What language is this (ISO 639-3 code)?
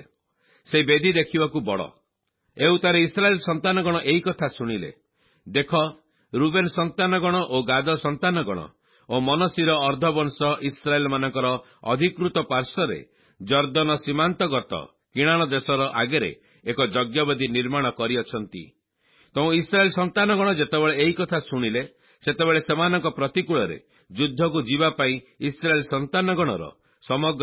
ori